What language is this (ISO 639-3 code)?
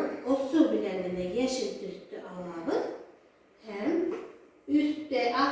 bak